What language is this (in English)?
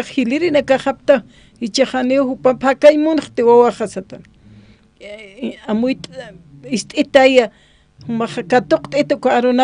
Aymara